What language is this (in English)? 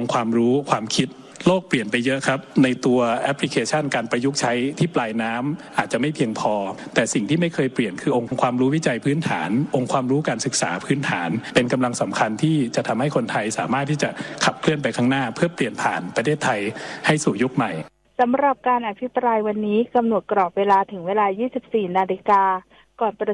Thai